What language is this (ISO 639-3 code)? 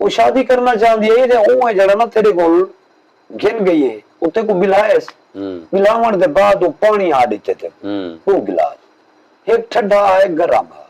skr